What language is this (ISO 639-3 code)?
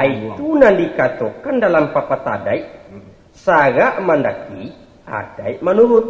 min